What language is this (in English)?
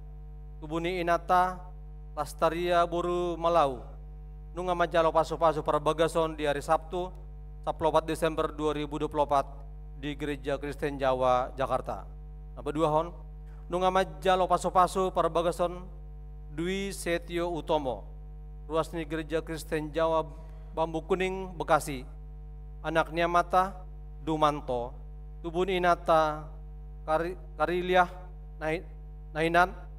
Batak Toba